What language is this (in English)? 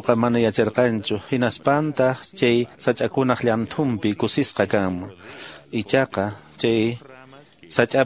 Quechua